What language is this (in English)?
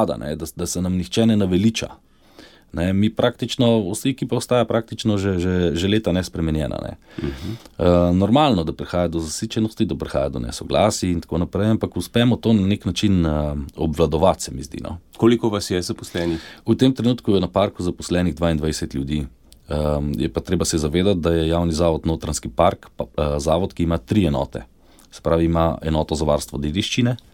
Slovenian